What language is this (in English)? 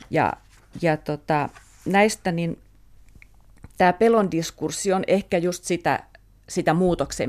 Finnish